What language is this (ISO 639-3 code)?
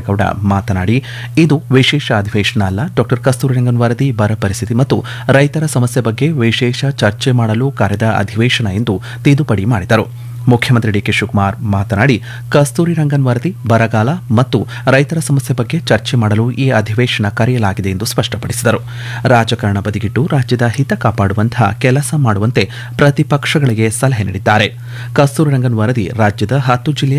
kan